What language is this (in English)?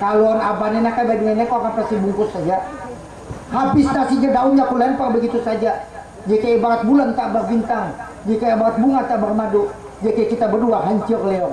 Banjar